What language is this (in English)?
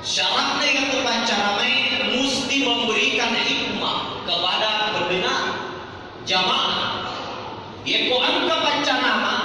Buginese